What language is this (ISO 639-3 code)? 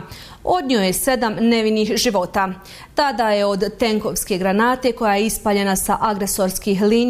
bos